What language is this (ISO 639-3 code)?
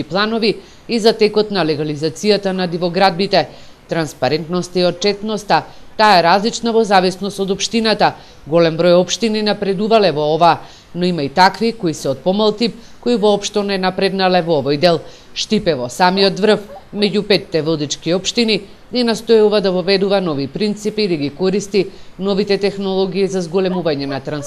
mkd